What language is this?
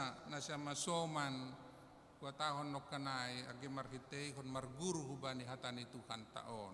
Batak Simalungun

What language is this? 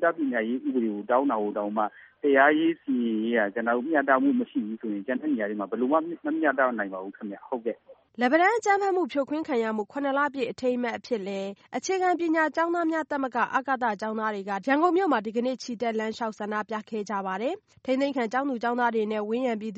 Burmese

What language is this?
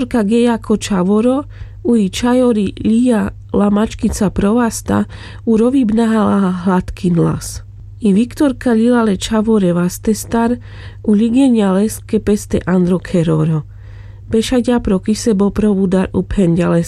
Carpathian Romani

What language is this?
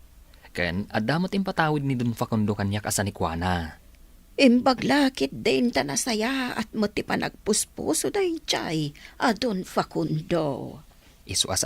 Iloko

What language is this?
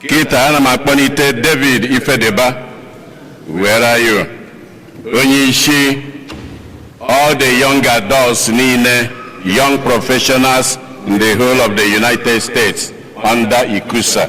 Igbo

